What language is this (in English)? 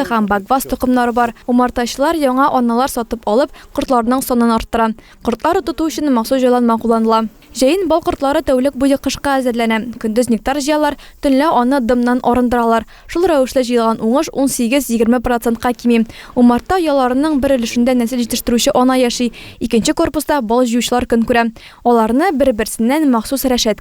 Tatar